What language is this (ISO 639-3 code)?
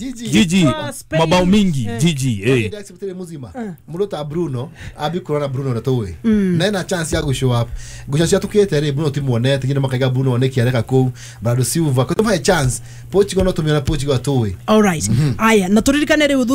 kik